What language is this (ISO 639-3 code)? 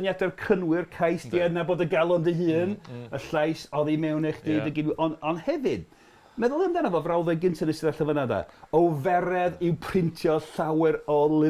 cym